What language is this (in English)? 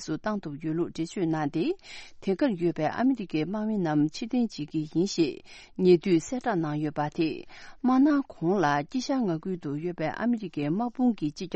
Tibetan